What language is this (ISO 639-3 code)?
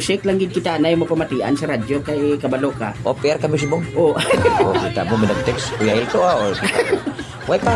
hil